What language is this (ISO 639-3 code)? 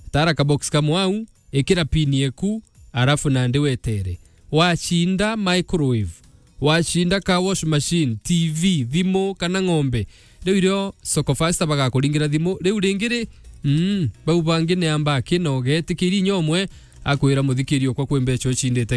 mer